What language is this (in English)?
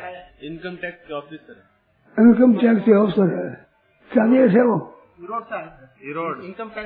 Hindi